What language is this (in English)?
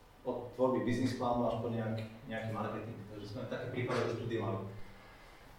Slovak